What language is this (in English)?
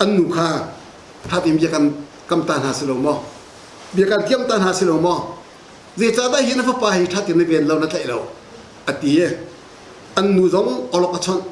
Hakha Chin